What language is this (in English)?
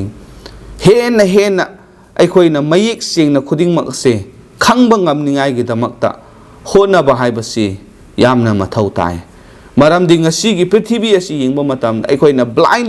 Manipuri